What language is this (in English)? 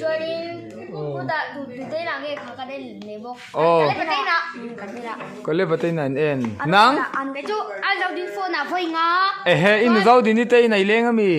Mizo